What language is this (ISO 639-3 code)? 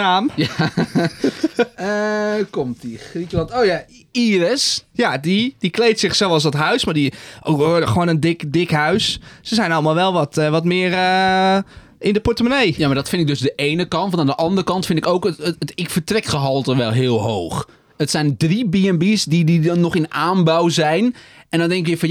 nld